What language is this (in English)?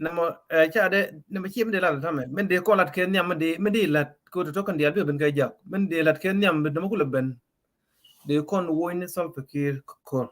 Nuer